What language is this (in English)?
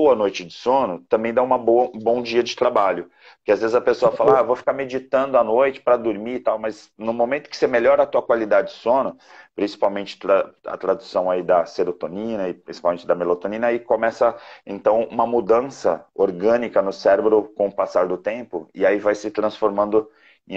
Portuguese